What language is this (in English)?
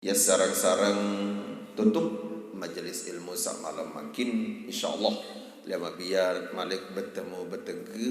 Sasak